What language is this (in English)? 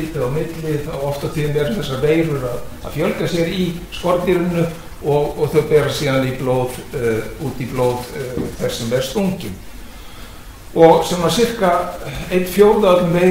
Icelandic